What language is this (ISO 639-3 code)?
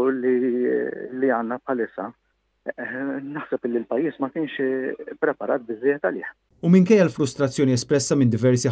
mlt